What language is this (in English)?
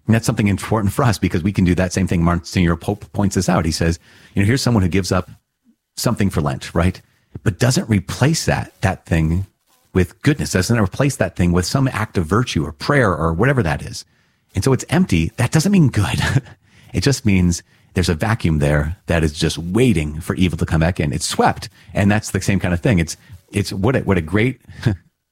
English